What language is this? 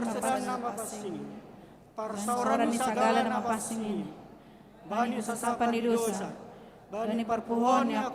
Batak Simalungun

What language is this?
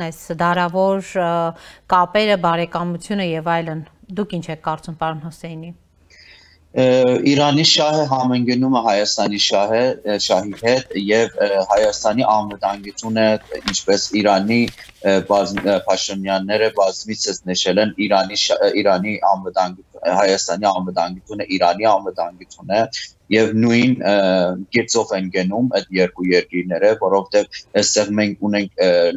Armenian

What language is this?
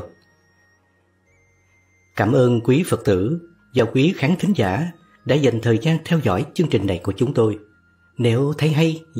Vietnamese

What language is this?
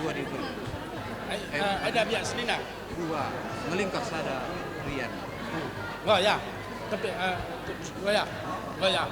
Batak Karo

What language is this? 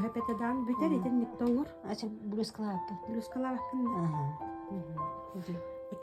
Yakut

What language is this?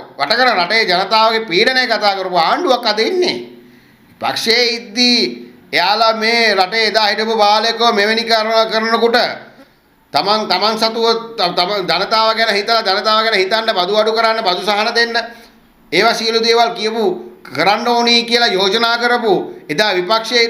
Sinhala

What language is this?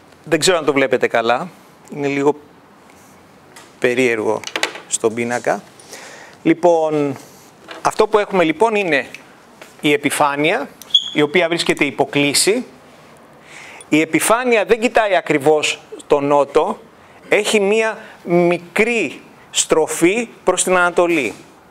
Greek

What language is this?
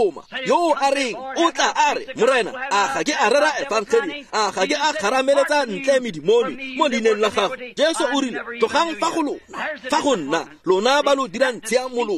Tswana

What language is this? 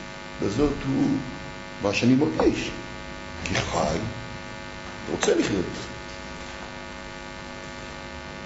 Hebrew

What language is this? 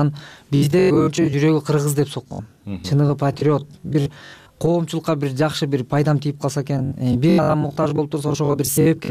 Kyrgyz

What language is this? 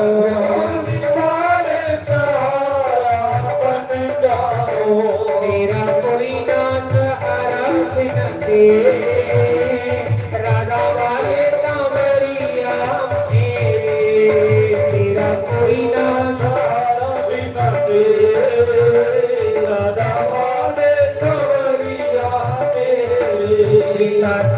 Dogri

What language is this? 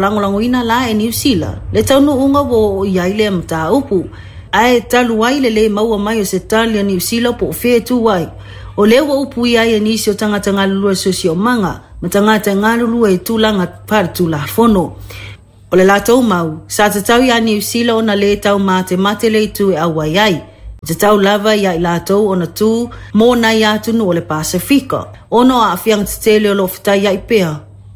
Samoan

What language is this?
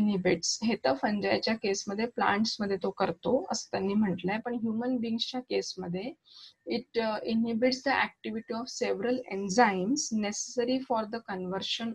Marathi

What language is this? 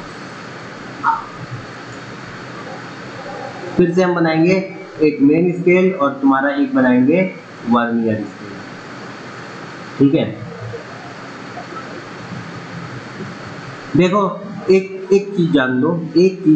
Hindi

